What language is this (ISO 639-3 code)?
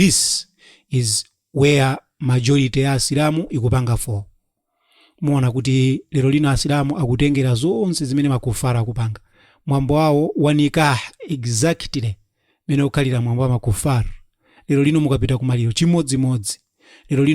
nya